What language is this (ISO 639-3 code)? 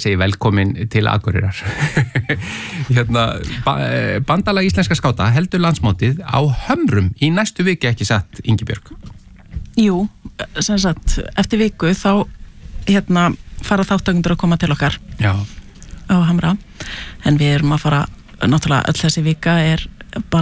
isl